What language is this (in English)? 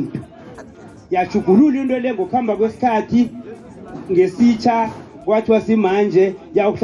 South Ndebele